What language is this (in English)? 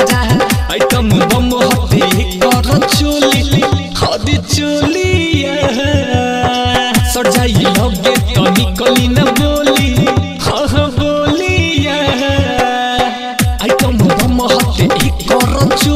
Bhojpuri